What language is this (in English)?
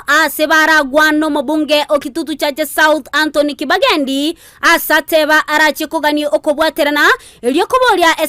Gusii